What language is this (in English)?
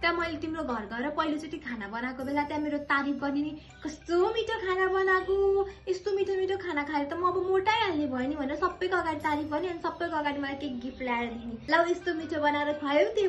Nepali